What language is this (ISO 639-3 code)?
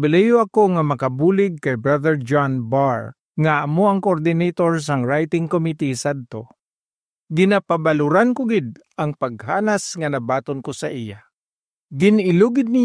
hil